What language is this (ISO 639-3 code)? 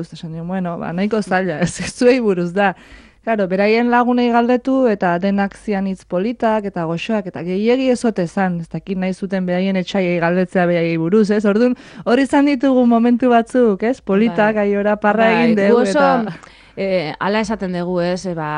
eus